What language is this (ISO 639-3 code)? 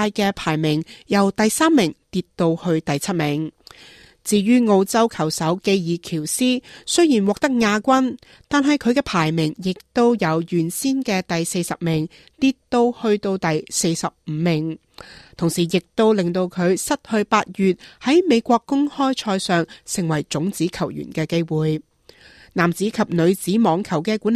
yue